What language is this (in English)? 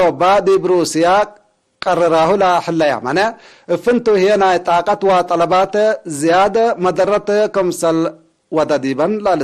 Tigre